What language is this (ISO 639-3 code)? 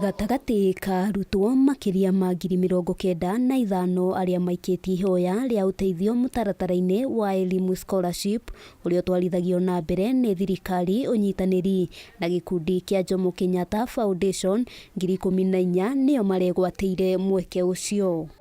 kik